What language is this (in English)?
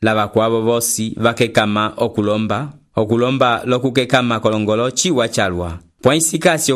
Umbundu